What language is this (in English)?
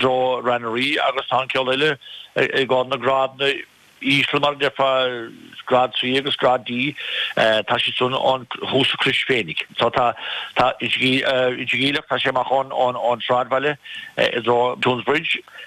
Irish